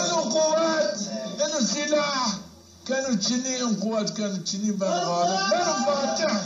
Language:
Zaza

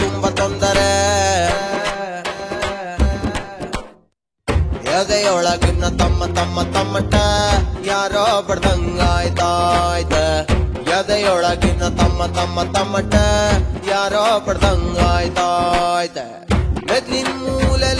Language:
Kannada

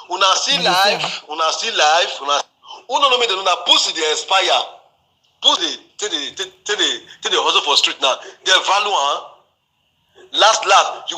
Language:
Nigerian Pidgin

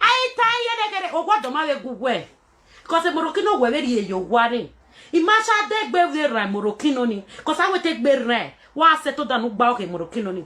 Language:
Nigerian Pidgin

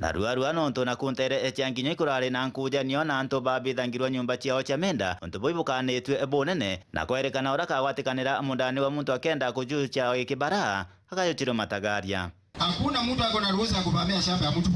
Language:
Meru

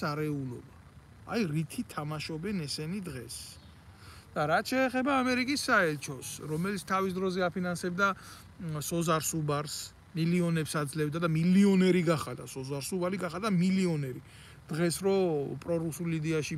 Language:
Georgian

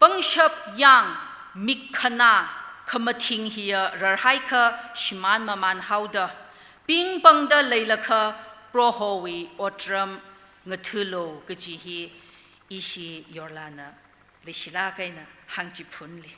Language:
Tangkhul Naga (India)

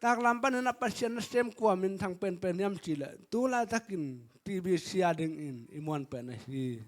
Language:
Tedim Chin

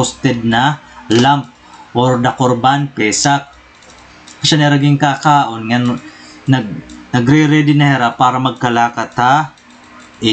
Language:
Waray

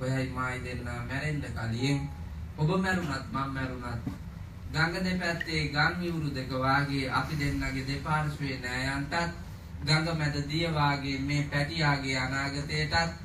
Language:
Sinhala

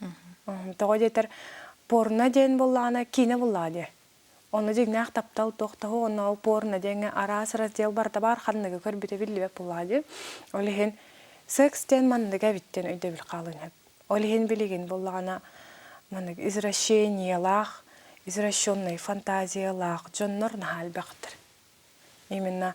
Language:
Yakut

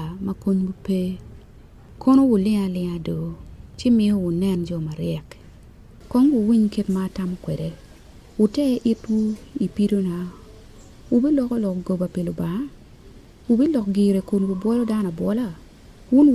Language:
Acoli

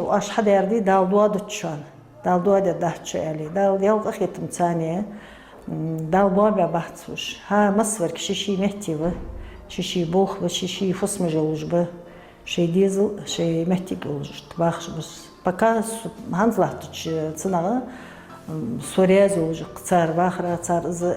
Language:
Ingush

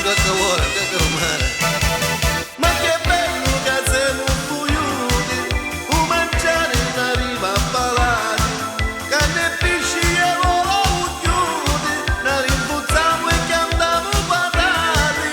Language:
Neapolitan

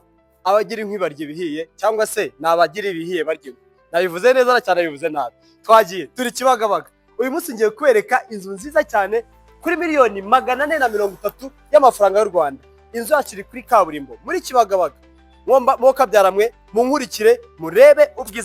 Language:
Kinyarwanda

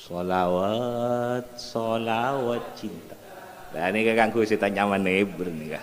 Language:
Madurese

